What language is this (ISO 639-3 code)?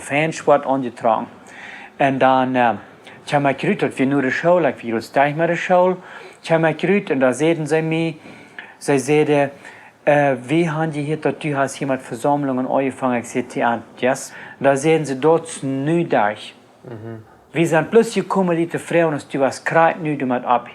pdt